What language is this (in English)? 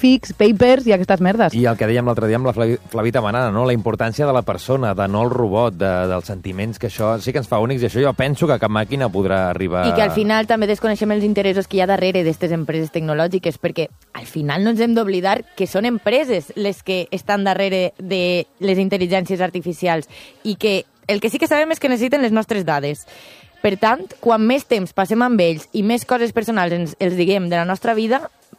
Catalan